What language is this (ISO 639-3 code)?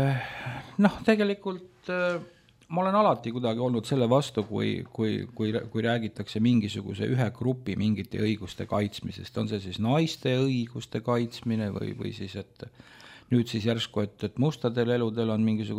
est